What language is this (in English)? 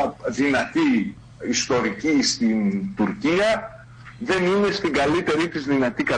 Greek